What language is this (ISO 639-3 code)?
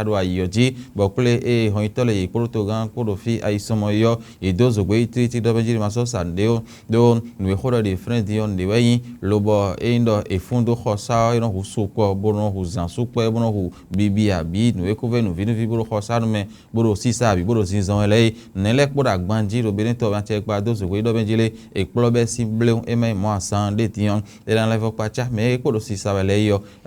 fon